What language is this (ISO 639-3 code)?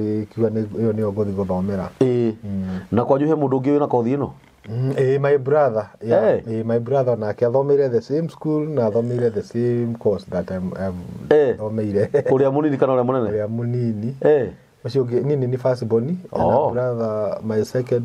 kik